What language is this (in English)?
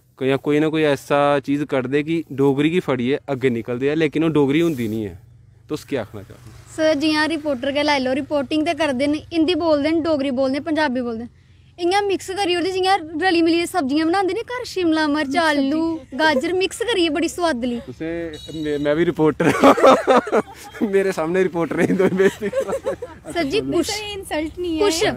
Dogri